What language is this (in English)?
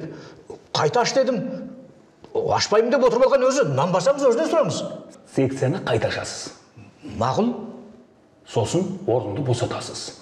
Kazakh